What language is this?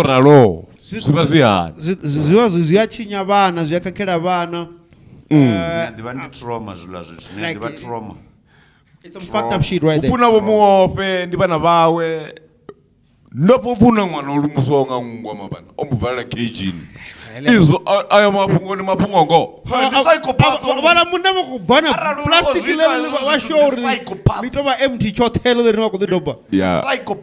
Venda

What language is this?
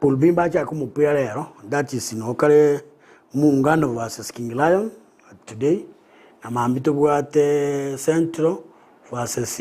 Gusii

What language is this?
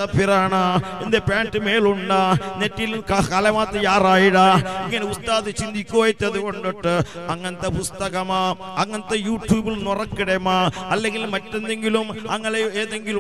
Malayalam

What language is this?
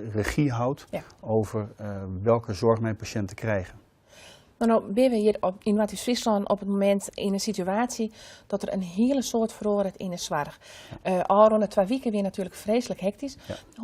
Western Frisian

